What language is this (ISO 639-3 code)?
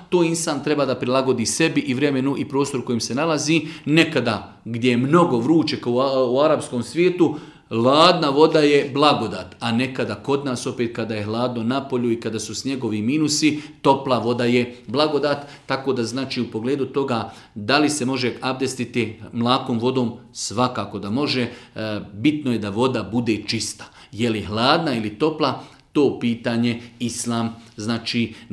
bos